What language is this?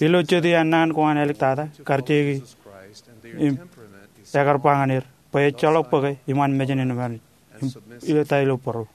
Marshallese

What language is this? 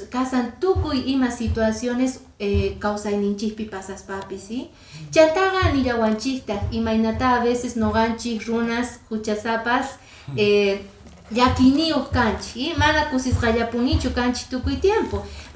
Quechua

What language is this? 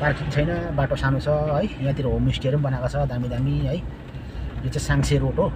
Nepali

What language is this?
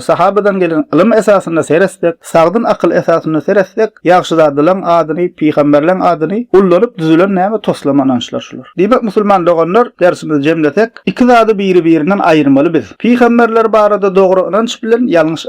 Turkmen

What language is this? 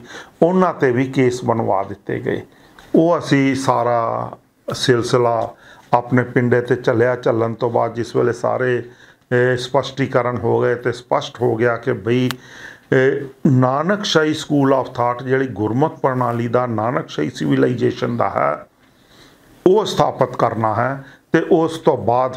Punjabi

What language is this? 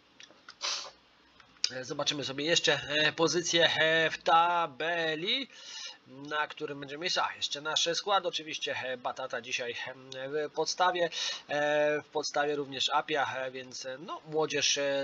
Polish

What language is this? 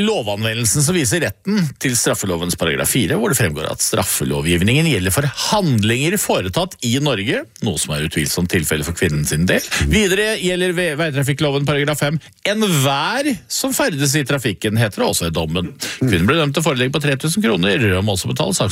Norwegian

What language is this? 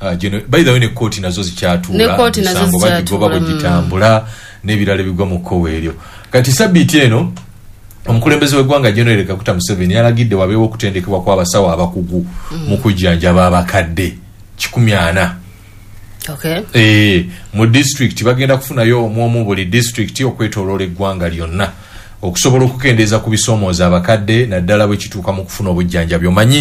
Ganda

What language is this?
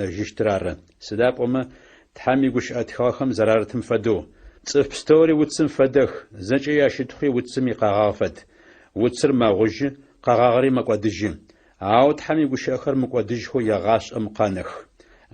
Adyghe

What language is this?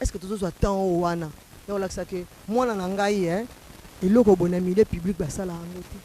Lingala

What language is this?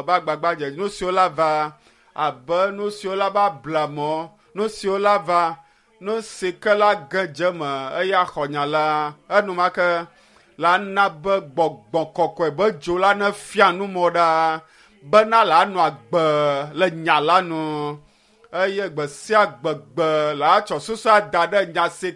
Ewe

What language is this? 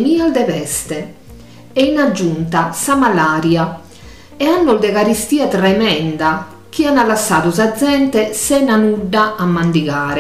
Sardinian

